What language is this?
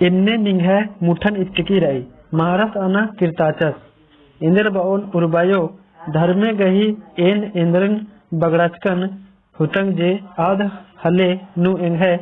Kurukh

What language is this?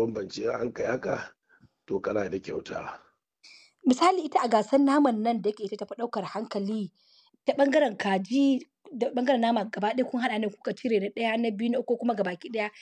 Hausa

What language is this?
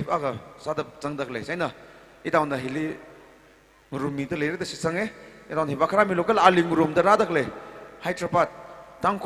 Tangkhul Naga (India)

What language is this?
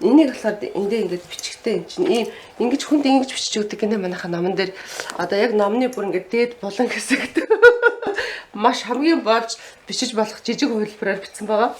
Mongolian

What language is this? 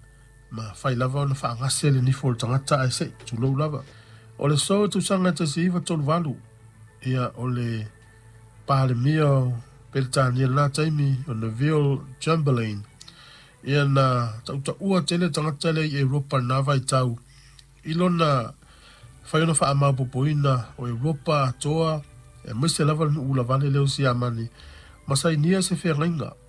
Samoan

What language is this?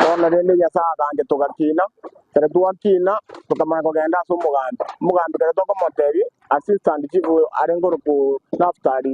Gusii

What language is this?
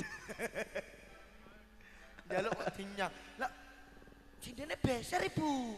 Javanese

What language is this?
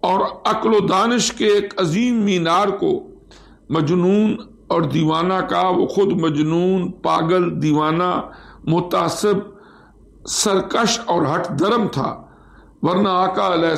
Urdu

